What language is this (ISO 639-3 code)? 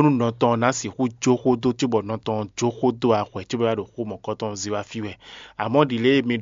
fon